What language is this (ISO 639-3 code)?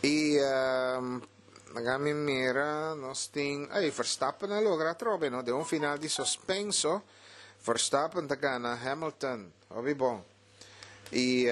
pap